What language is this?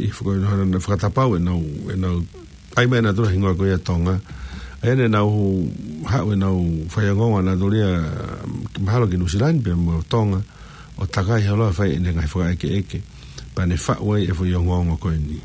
Tongan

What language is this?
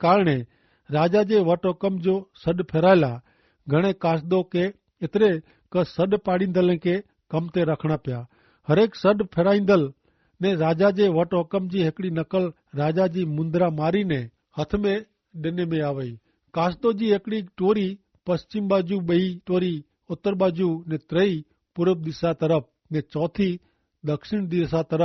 Kachhi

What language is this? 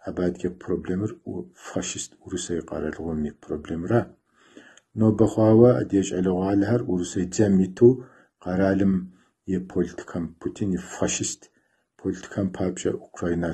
Kabardian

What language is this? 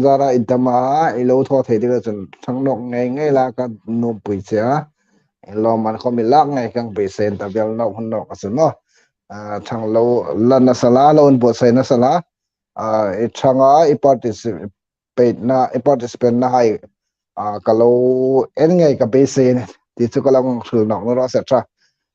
Hmar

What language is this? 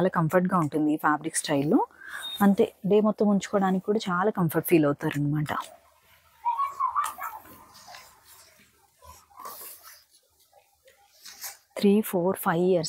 Telugu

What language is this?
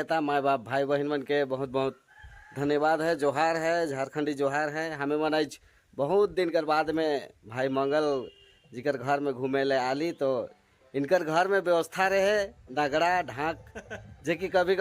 Sadri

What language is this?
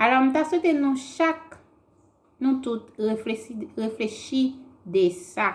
Haitian Creole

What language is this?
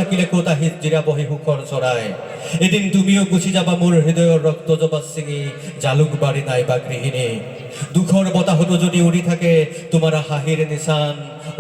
Assamese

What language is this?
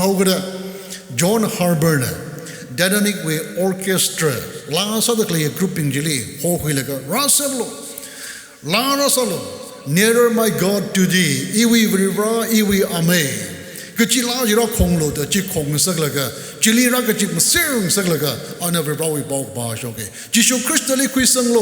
Tangkhul Naga (India)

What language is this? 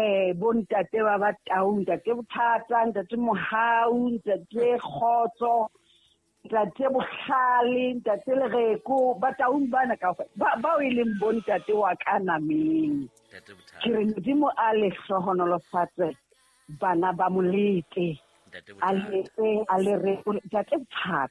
Southern Sotho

